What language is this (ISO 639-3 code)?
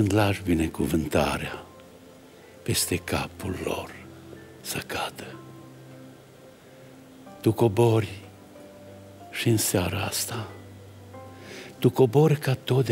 ron